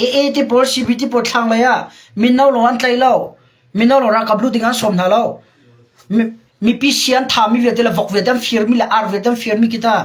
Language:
Hakha Chin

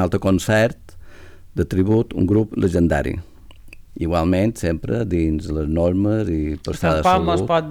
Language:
Catalan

